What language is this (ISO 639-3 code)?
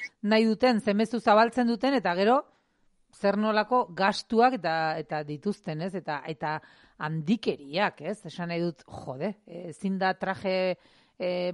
eus